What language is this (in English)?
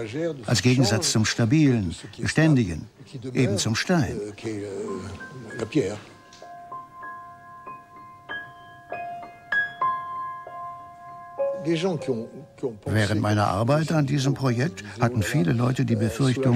German